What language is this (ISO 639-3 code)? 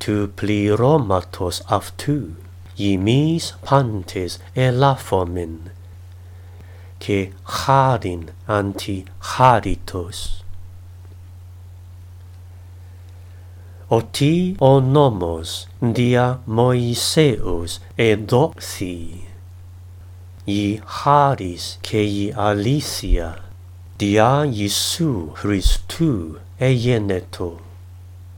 ell